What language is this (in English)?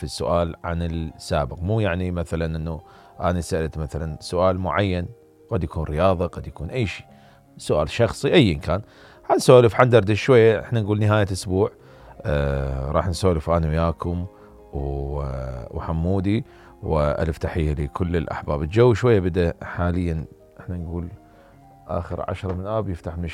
Mesopotamian Arabic